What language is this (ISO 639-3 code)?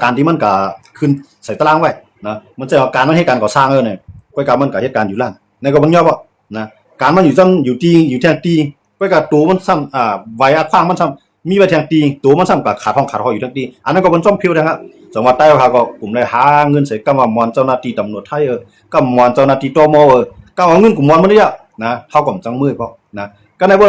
shn